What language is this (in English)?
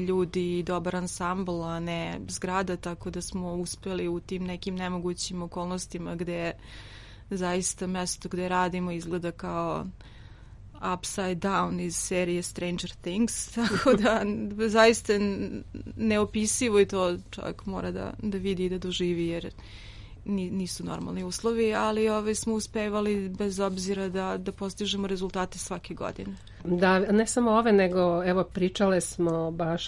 Serbian